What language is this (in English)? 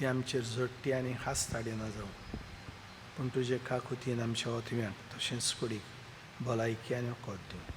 Konkani